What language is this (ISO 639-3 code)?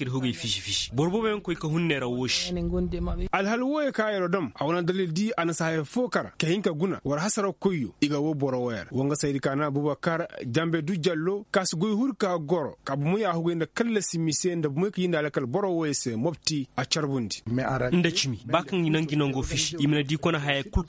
dje